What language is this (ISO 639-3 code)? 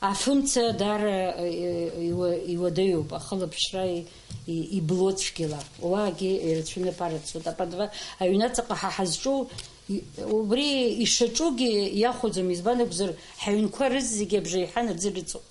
abk